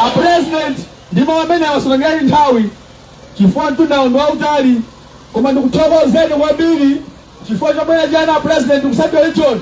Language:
Nyanja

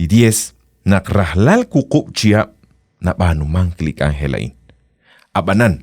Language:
Kekchí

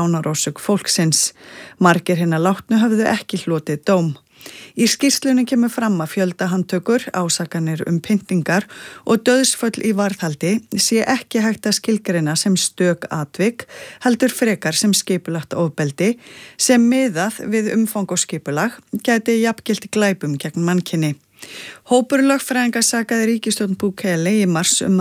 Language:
Icelandic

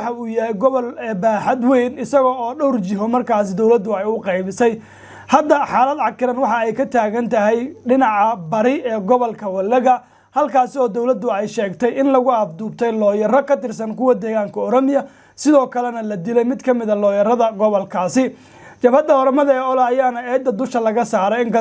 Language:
Somali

